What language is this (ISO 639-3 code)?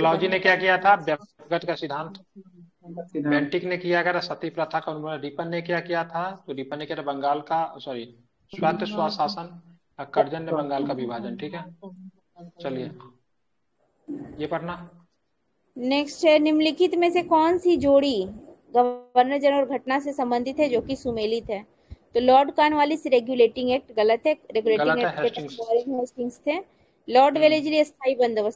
hin